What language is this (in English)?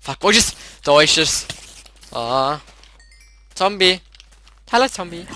Swiss German